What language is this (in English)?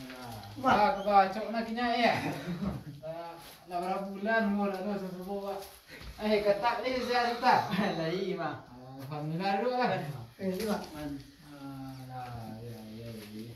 Minangkabau